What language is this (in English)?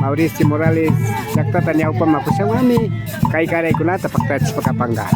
Imbabura Highland Quichua